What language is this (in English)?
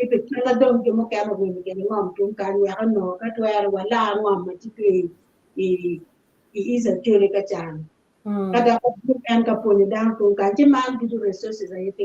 Acoli